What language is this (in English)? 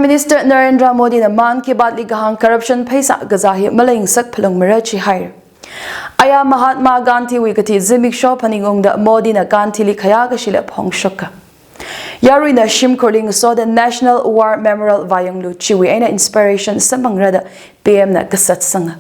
Tangkhul Naga (India)